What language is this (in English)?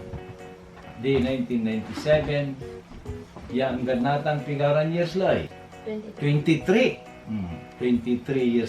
Pangasinan